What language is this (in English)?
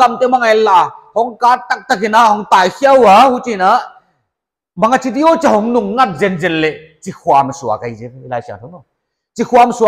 Paite Chin